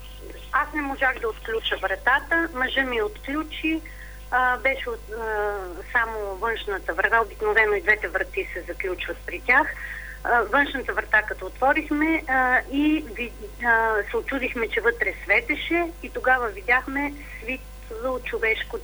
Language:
Bulgarian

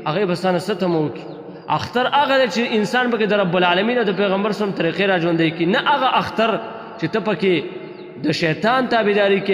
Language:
Pashto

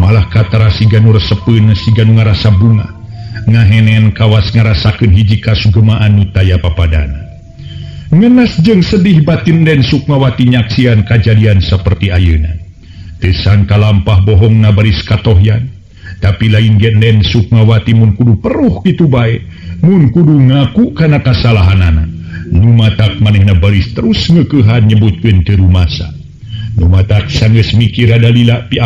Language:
Sundanese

